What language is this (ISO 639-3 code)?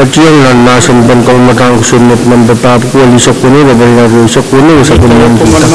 pon